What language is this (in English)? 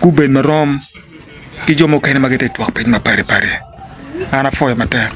Acoli